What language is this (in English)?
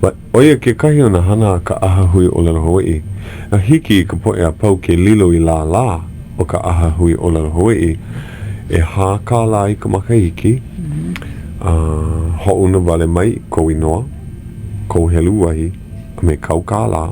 Hawaiian